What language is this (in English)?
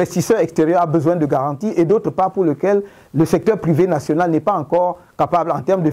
French